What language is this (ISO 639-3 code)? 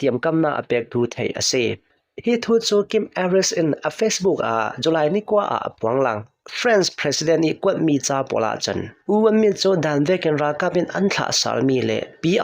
cnh